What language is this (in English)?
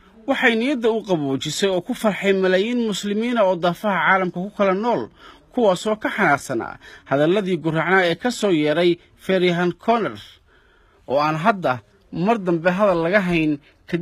Somali